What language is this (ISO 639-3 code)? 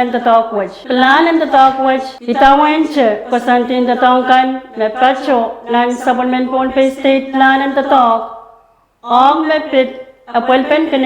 pon